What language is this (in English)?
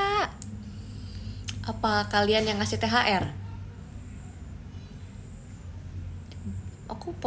Indonesian